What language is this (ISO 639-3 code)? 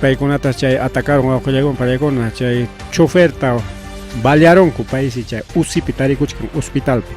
quy